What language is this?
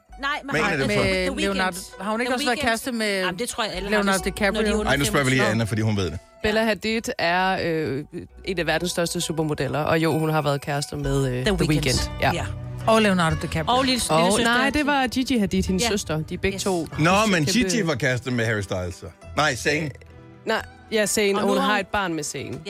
Danish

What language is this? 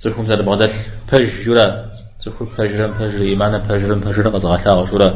Kabardian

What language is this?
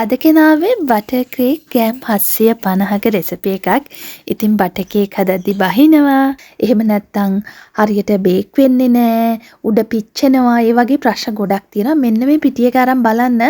Sinhala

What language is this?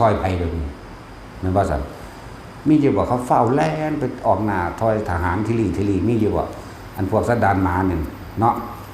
Northeastern Thai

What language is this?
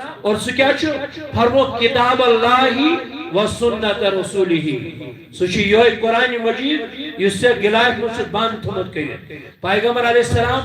Kashmiri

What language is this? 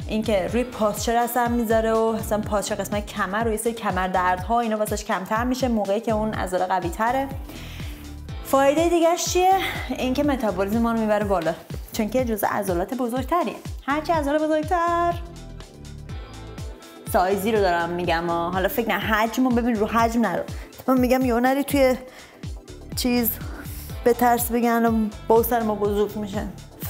Persian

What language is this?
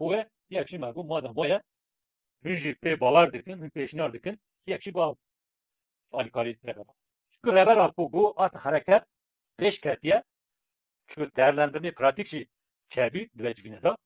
Kurdish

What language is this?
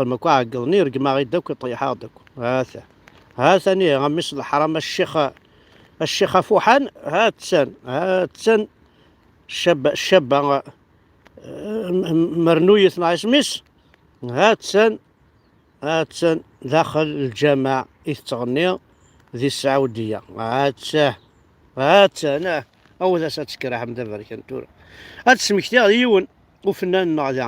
Kabyle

